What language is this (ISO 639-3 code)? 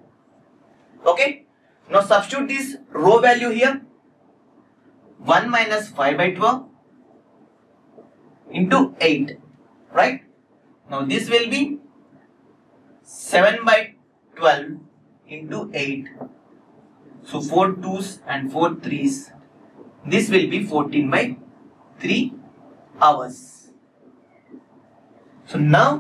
eng